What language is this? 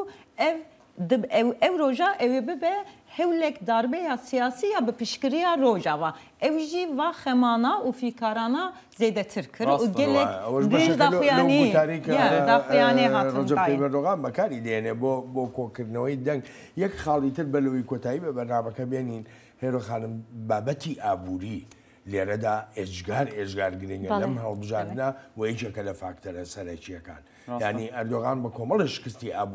Kurdish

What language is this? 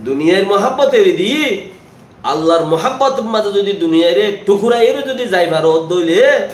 Rohingya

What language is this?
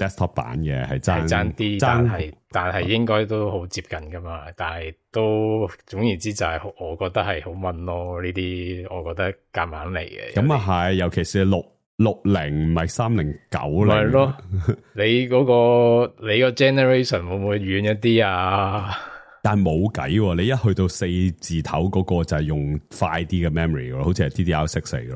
Cantonese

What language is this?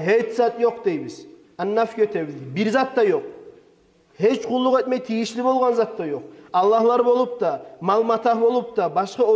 Kumyk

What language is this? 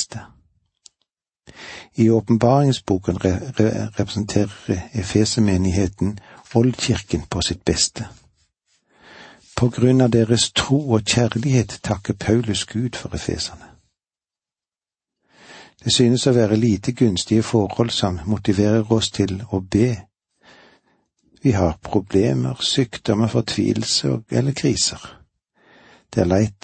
Norwegian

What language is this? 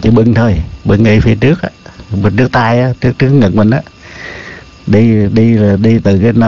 Vietnamese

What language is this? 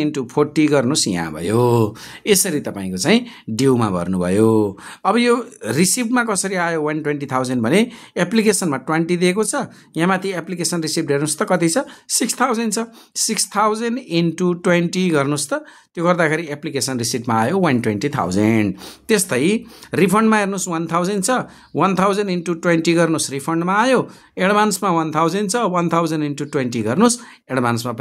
Nepali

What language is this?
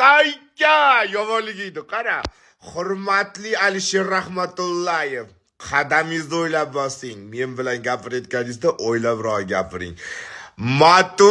Uzbek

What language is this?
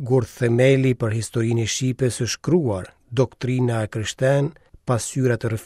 Albanian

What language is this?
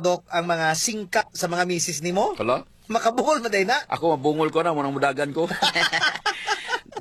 Cebuano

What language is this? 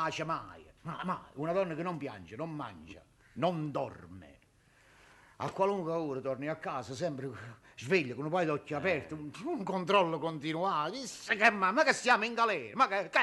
Neapolitan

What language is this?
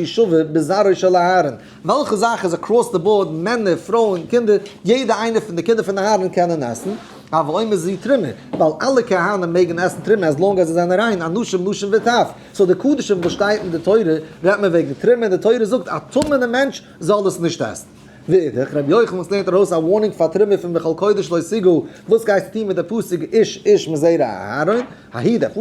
Yiddish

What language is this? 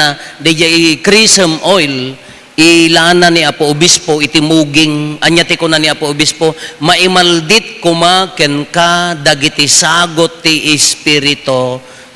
Iloko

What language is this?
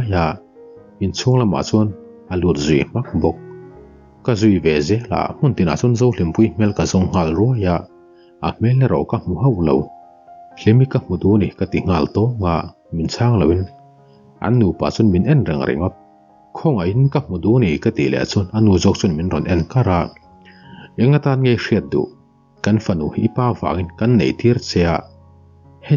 Mizo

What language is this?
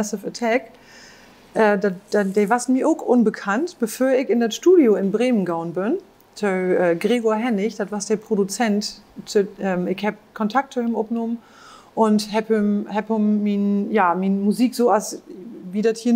Low German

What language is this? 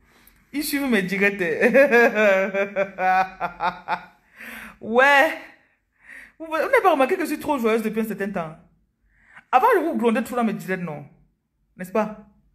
French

